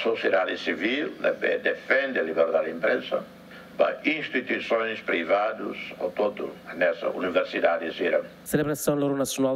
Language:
Tetum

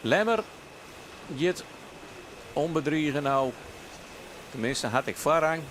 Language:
Western Frisian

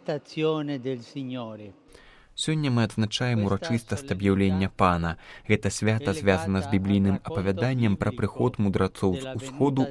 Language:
Belarusian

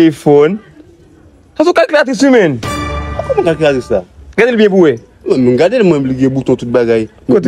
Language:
Haitian Creole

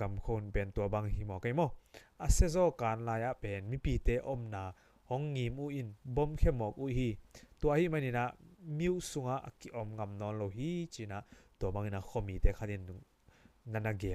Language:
Tedim Chin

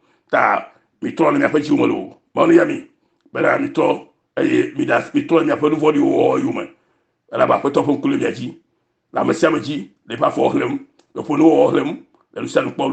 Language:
Ewe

